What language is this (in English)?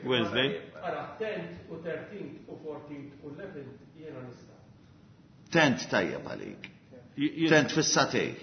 Maltese